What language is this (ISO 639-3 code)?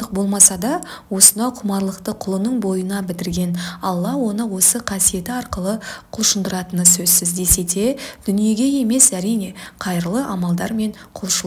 kaz